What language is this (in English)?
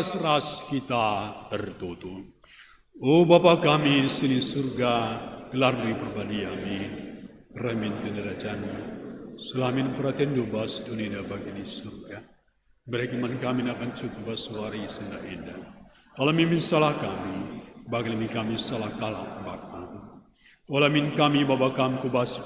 Batak Karo